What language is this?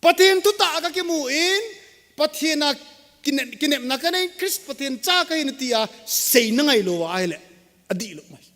Thado Chin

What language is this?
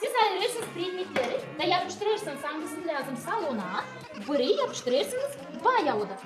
Gagauz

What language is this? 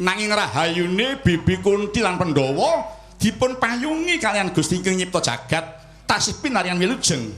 Javanese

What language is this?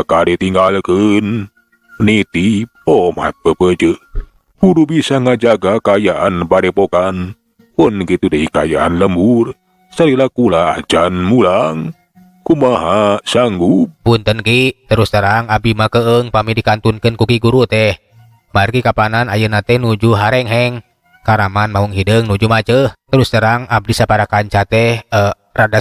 Sundanese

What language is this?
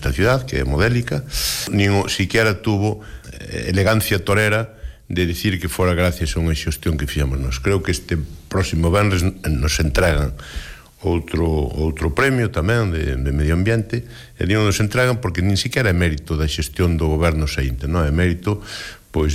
Galician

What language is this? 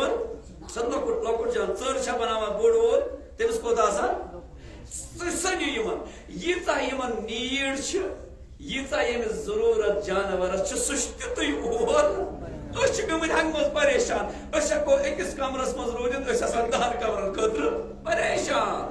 Kashmiri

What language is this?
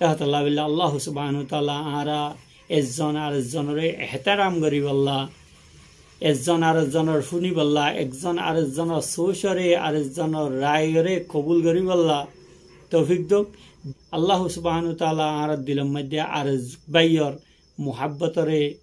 Rohingya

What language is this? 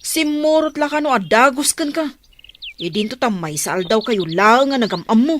Iloko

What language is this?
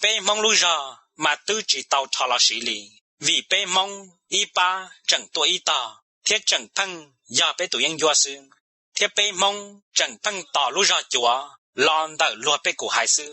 Hmong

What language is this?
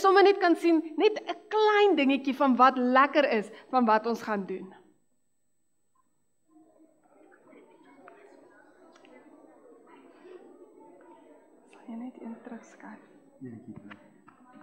Afrikaans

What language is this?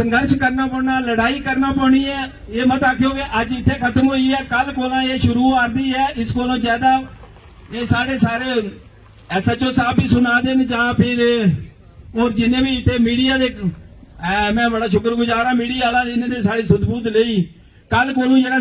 Dogri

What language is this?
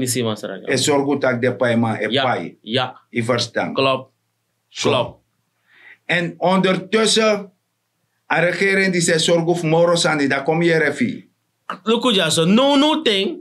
Sranan Tongo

